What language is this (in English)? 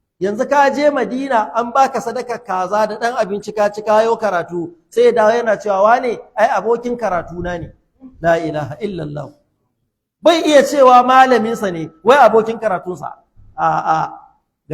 Hausa